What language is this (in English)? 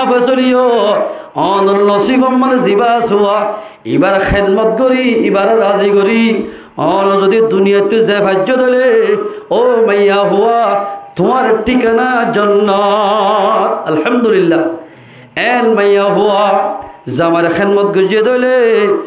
Rohingya